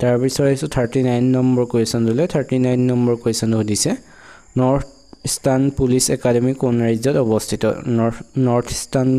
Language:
Assamese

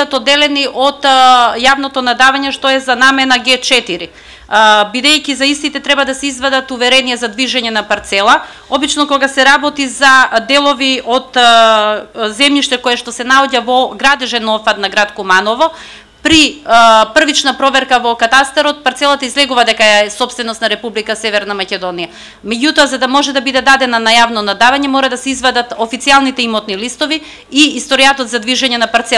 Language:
Macedonian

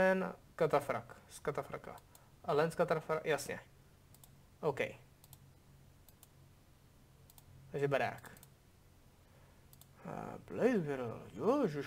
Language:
Czech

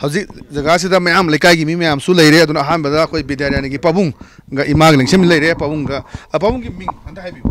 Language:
Manipuri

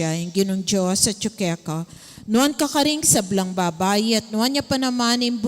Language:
Pampanga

